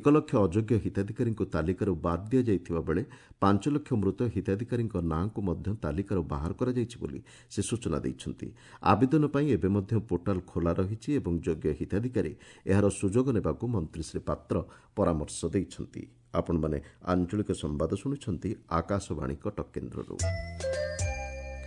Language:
Odia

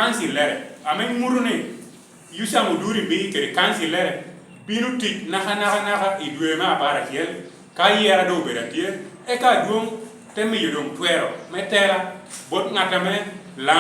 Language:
Lango (Uganda)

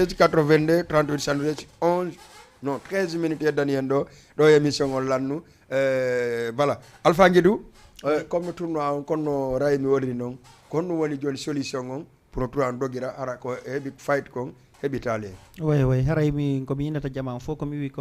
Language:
Fula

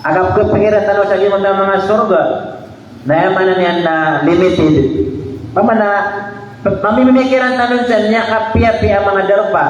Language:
Maranao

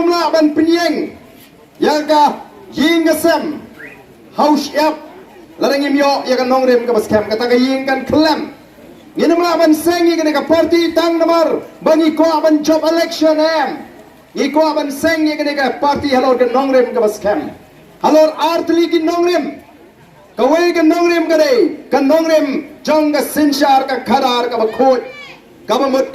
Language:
Khasi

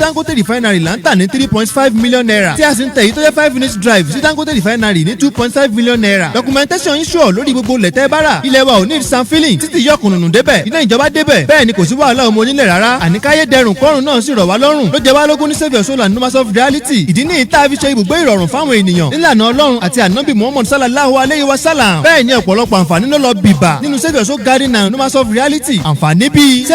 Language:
Yoruba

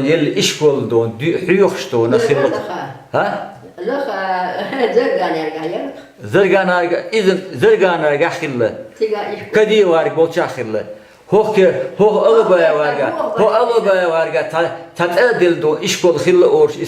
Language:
Chechen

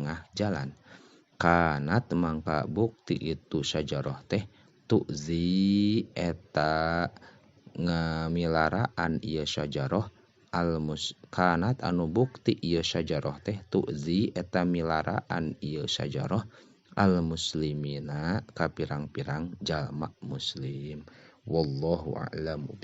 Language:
Sundanese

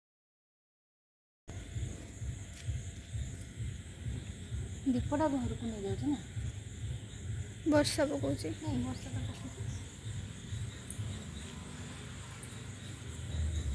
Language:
Odia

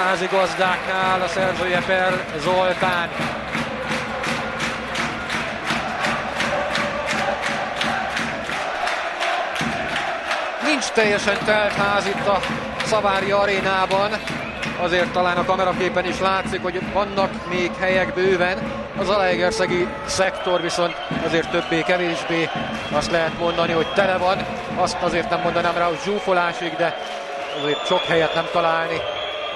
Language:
Hungarian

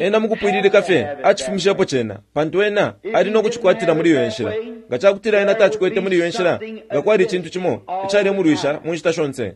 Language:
Bemba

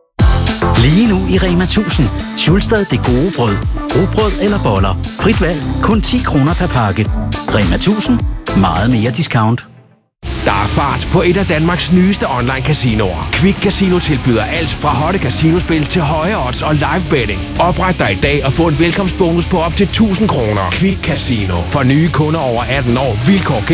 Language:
Danish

